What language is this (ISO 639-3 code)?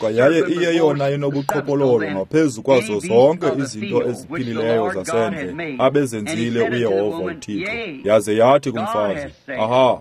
xho